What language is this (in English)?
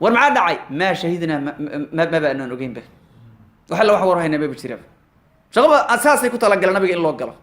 Somali